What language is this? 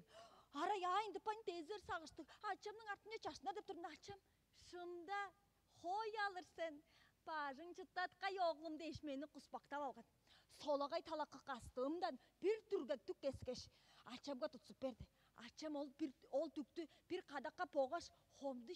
Tuvinian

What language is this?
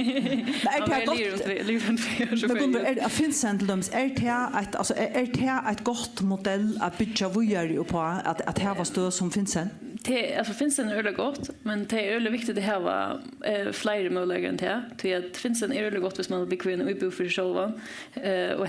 Faroese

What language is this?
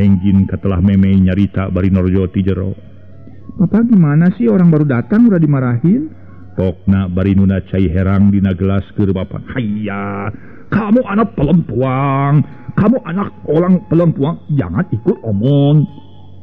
Sundanese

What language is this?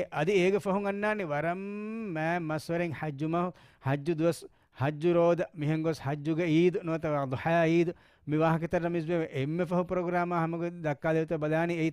Divehi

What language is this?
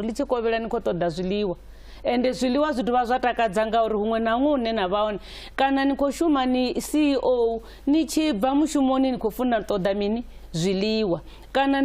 Venda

